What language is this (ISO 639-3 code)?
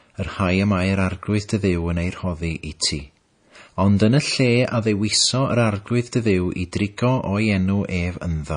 cym